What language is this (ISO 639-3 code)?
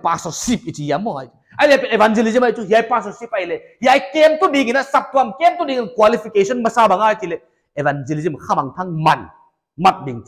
pck